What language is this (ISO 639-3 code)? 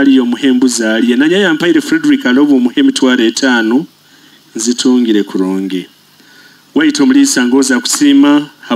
nyo